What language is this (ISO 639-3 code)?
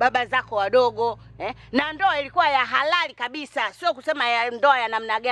swa